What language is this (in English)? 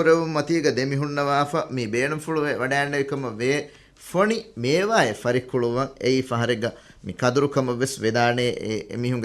Divehi